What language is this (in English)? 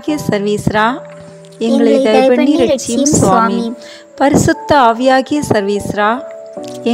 Tamil